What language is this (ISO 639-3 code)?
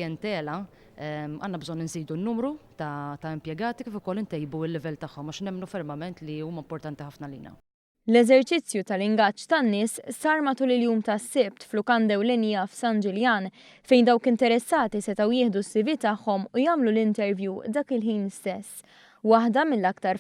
mlt